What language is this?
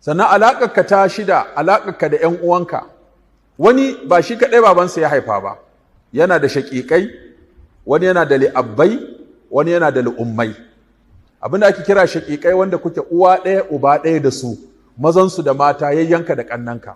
Hausa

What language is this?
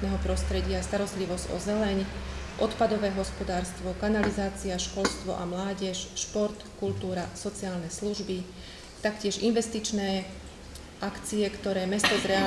Slovak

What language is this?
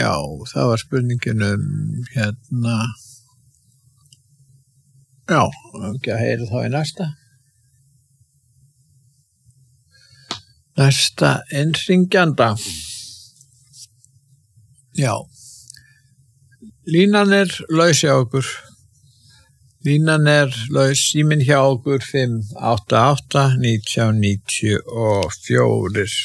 Icelandic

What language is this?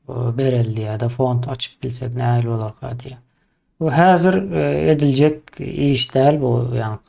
Turkmen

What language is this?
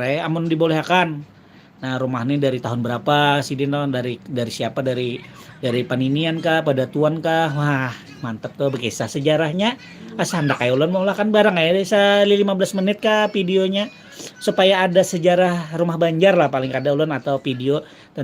Banjar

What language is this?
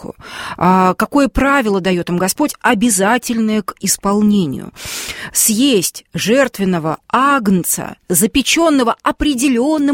Russian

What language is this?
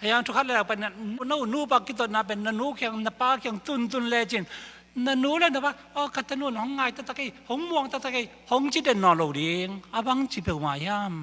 Tedim Chin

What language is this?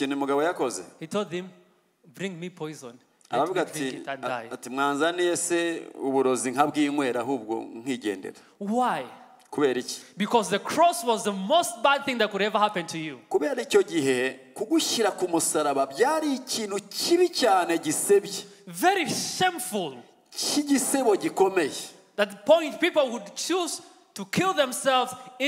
Kinyarwanda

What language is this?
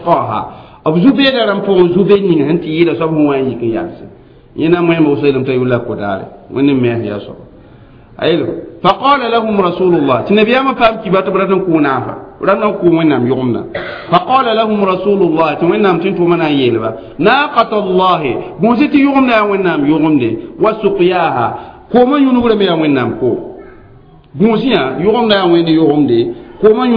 Mossi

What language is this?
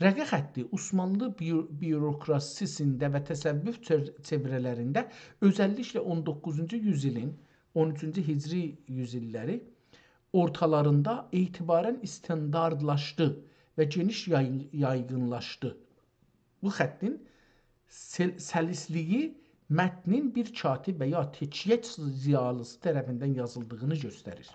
South Azerbaijani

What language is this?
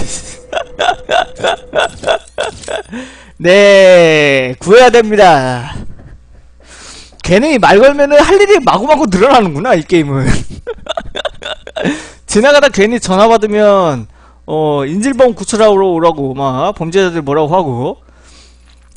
Korean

